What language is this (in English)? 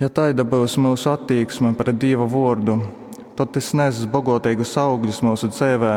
Latgalian